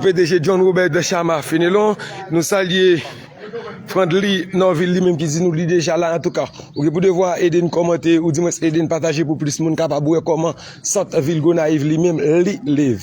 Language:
Haitian Creole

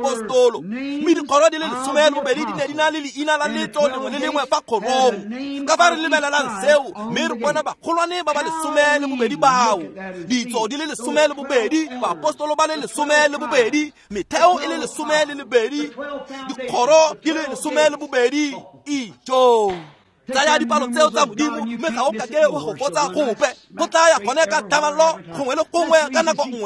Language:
Tswana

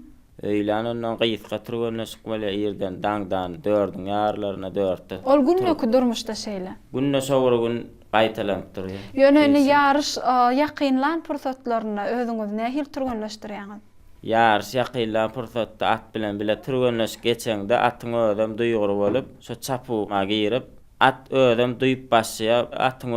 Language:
Turkmen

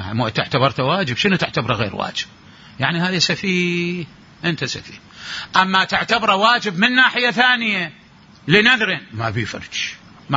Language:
Mesopotamian Arabic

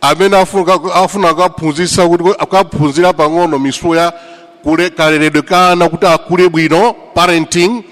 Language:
Nyanja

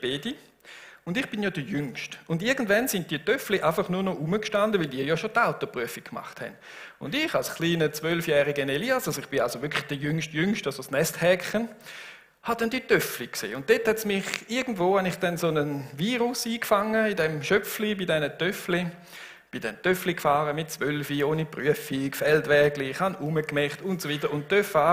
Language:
Swiss German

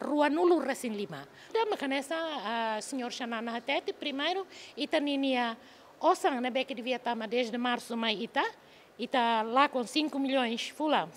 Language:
Tetum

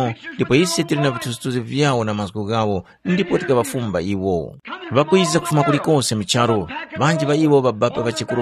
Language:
Tumbuka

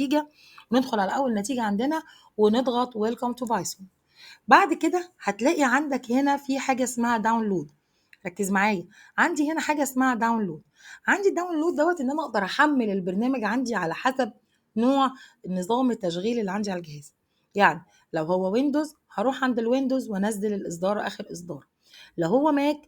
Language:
Egyptian Arabic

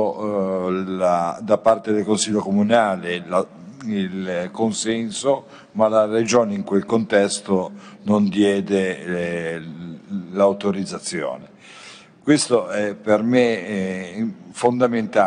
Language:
Italian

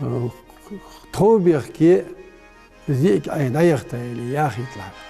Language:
Ingush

